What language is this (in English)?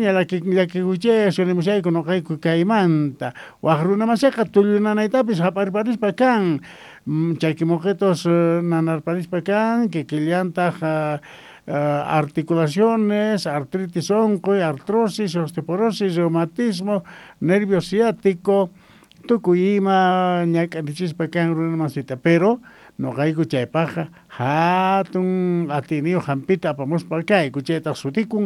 South Bolivian Quechua